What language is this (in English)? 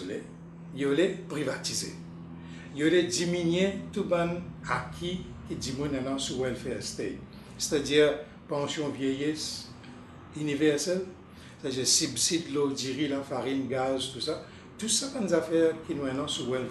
Morisyen